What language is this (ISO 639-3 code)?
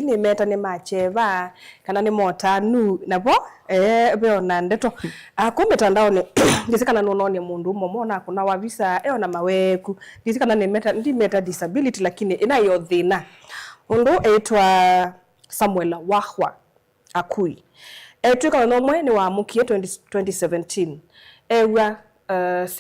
kam